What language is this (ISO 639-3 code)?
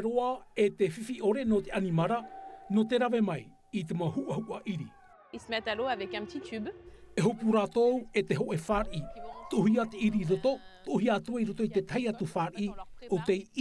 tah